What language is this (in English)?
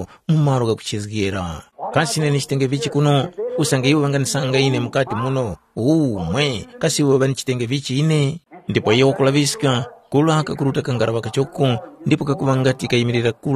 Tumbuka